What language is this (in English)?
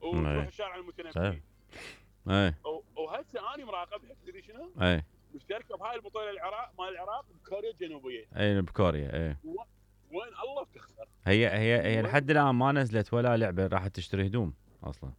Mesopotamian Arabic